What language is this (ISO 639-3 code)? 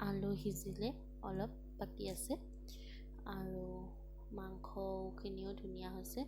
asm